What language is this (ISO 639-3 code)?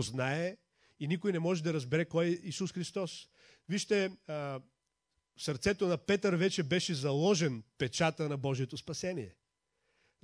bul